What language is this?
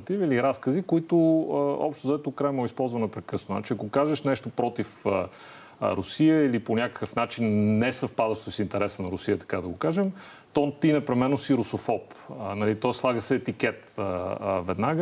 Bulgarian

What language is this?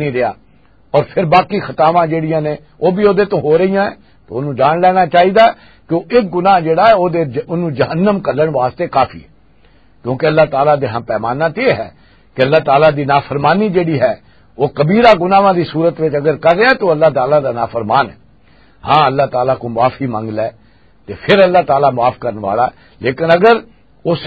Western Panjabi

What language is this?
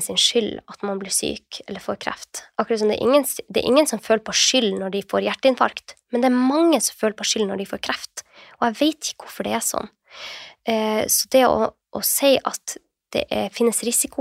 Norwegian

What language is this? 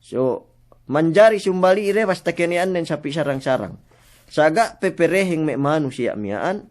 Yakan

